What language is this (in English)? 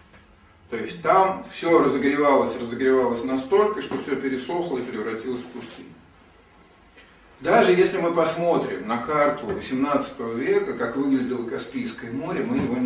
Russian